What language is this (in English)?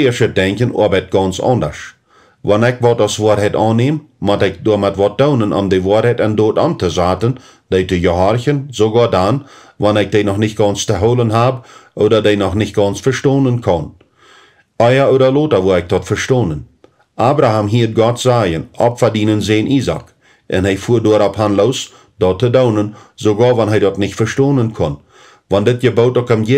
Plautdietsch